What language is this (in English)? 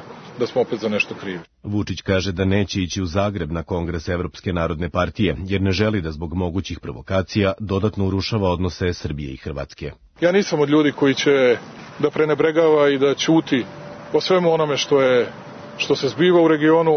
Serbian